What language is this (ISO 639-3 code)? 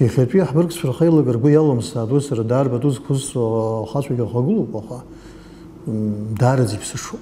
abk